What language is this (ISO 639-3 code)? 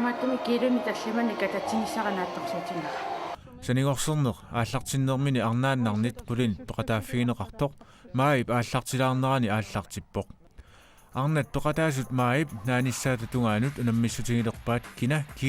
kal